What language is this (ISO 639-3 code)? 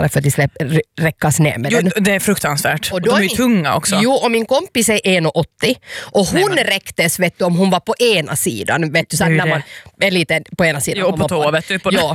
swe